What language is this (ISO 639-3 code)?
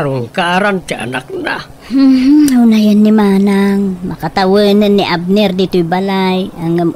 ilo